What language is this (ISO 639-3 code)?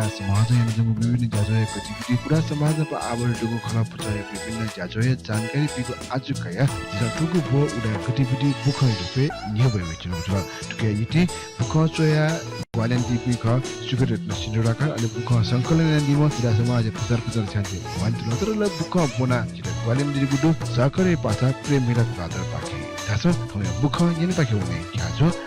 new